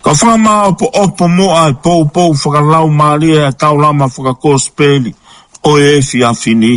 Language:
Tongan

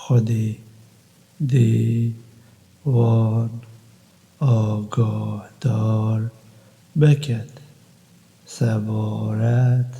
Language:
Kurdish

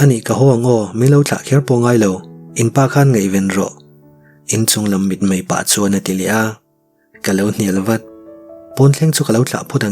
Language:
Mizo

